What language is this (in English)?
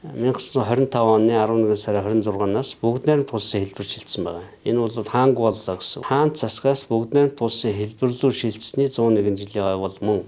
Mongolian